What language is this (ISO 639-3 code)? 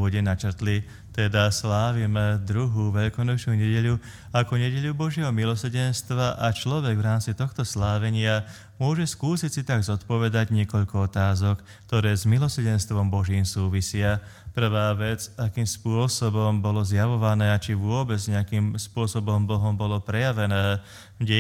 slk